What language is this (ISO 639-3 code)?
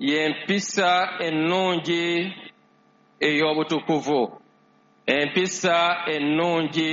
lug